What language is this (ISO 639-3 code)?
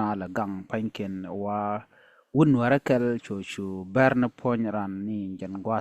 nus